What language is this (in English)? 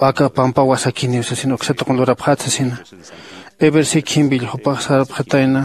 Aymara